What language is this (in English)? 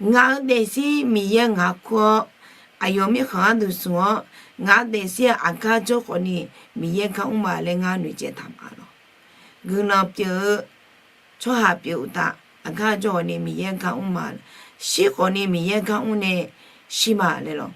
Akha